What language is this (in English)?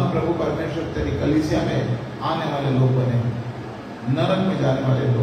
Hindi